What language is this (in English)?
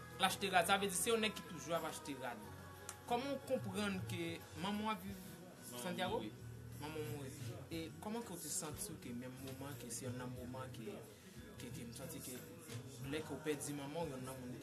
Haitian Creole